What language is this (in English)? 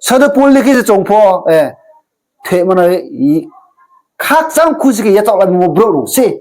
Riang (India)